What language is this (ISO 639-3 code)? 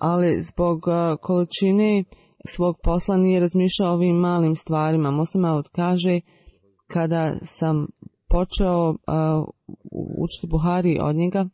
bos